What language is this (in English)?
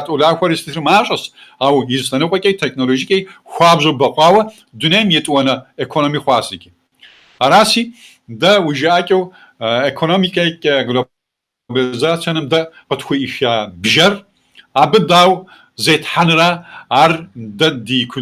Kabardian